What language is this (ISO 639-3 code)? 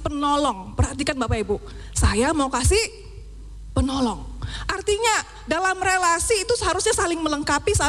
ind